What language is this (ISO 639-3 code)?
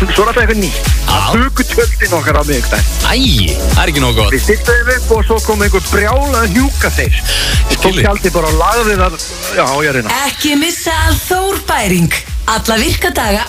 isl